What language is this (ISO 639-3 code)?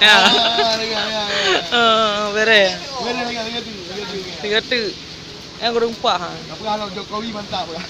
ace